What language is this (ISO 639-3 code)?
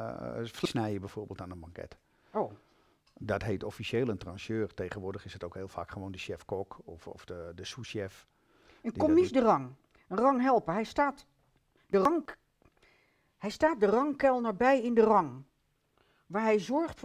nld